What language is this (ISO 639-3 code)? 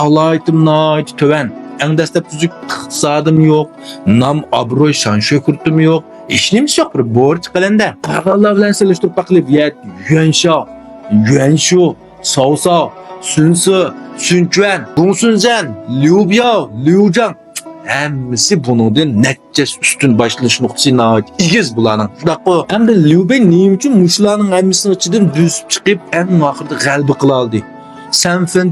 uig